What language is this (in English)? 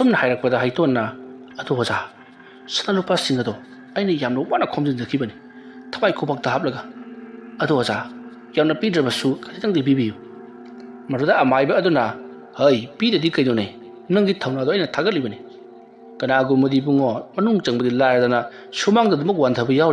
Manipuri